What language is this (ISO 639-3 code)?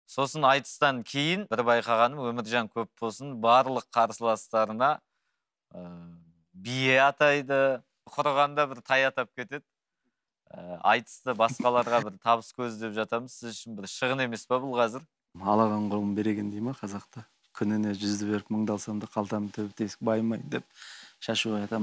kaz